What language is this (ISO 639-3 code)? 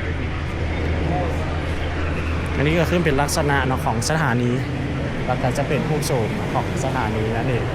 lao